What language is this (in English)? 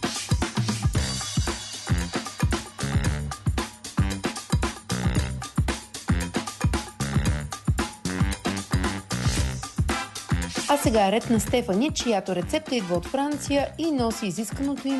Bulgarian